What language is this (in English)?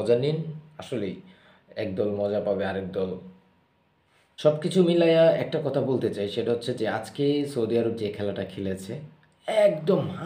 Bangla